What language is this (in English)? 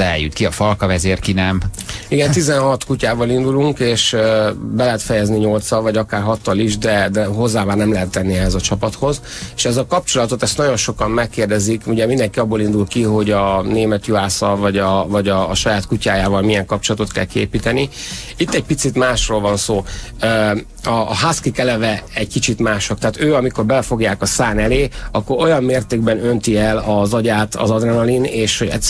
Hungarian